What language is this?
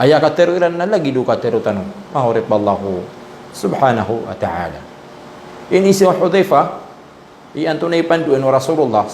Maranao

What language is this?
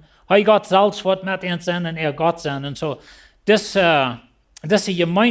Plautdietsch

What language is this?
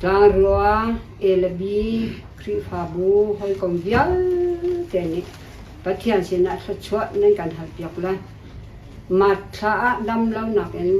Hakha Chin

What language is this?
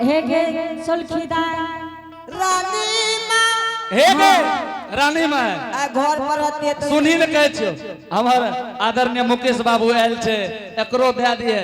Angika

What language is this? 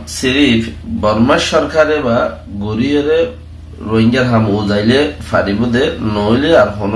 Rohingya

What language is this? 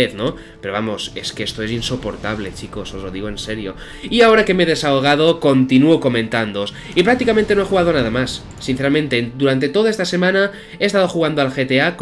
Spanish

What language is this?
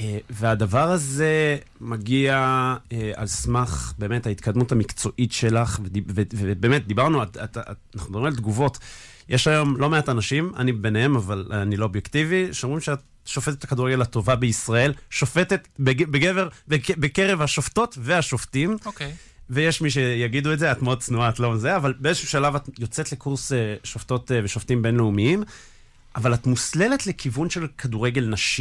Hebrew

